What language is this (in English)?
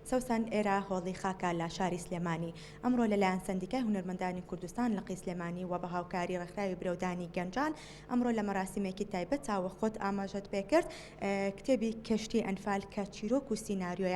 Central Kurdish